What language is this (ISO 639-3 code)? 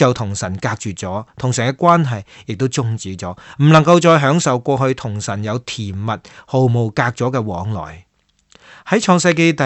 yue